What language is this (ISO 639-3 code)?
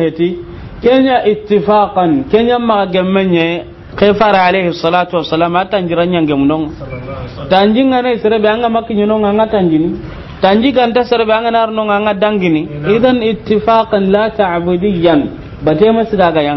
snk